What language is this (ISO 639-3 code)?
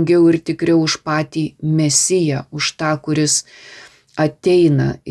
lit